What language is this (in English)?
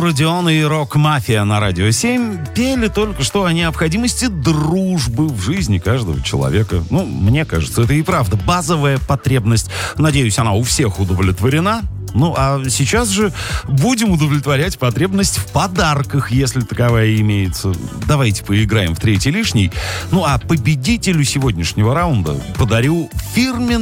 Russian